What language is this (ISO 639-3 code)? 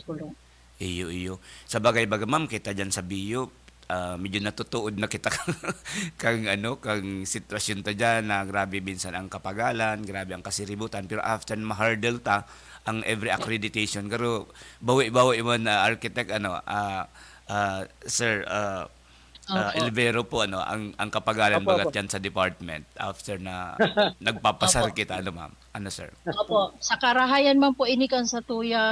bik